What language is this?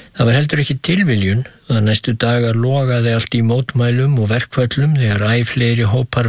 Icelandic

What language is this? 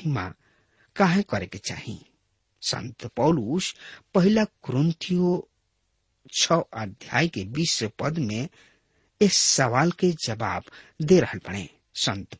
Bhojpuri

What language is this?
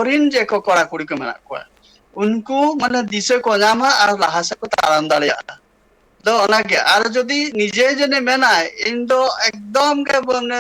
Santali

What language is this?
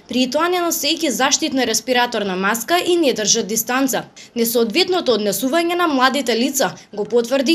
Macedonian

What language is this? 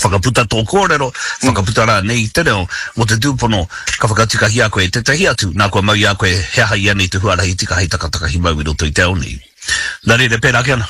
Māori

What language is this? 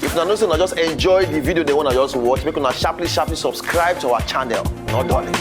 Nigerian Pidgin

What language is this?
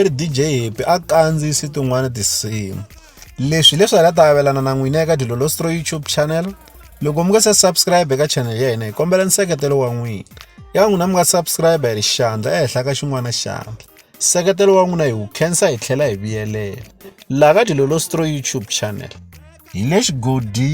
Tsonga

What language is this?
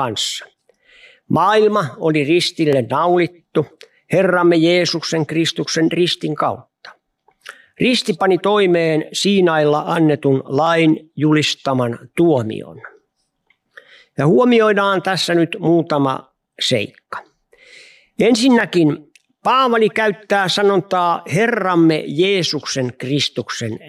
Finnish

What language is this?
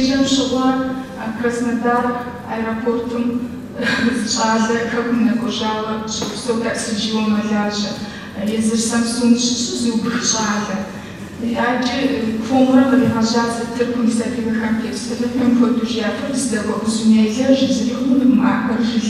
Kabardian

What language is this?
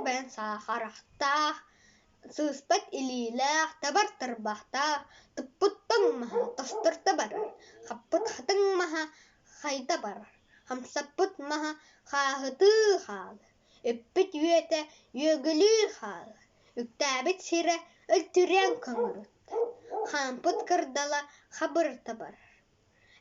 Yakut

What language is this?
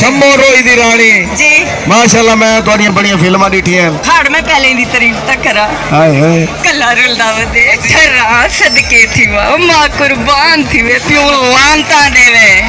Saraiki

